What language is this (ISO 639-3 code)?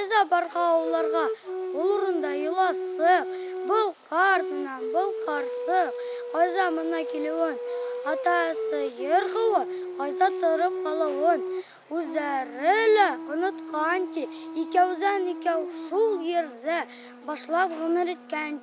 bak